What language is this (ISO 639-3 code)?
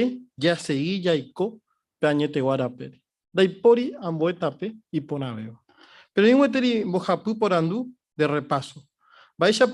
grn